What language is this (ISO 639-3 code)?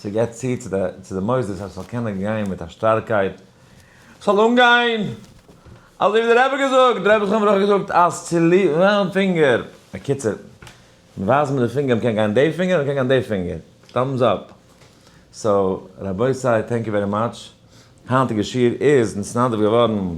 yid